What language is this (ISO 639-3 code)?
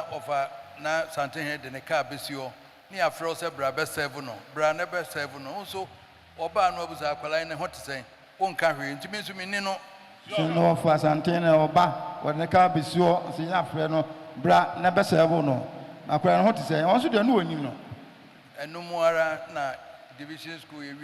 aka